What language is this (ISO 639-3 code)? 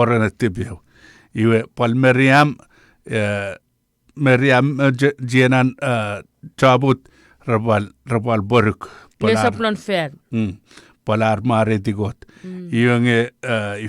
chk